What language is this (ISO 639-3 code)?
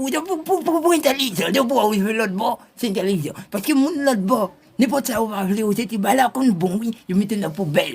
hat